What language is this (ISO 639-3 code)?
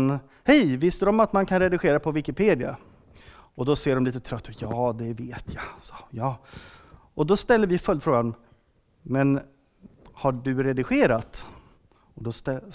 swe